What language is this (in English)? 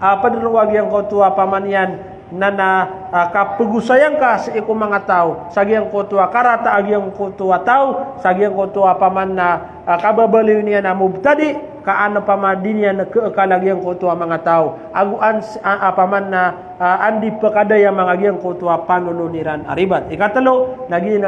Maranao